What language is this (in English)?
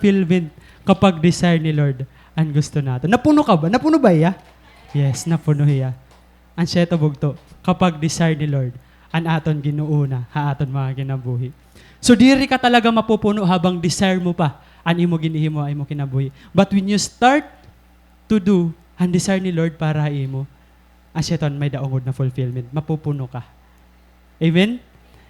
Waray